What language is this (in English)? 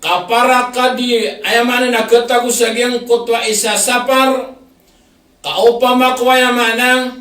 Maranao